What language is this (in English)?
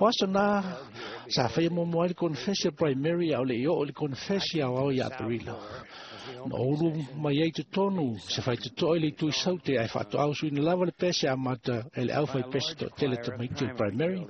Samoan